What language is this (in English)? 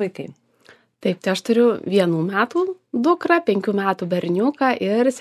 Lithuanian